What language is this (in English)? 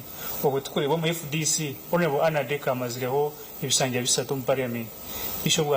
Nyankole